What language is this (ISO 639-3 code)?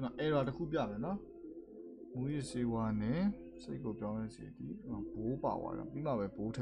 mya